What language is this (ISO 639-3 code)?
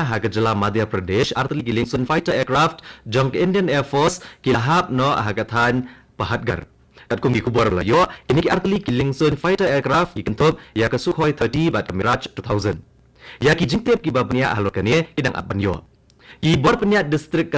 kha